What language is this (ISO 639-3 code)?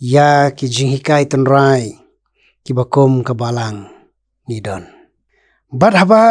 kha